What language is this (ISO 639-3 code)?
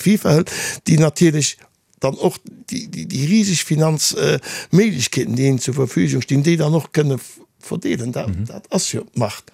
ltz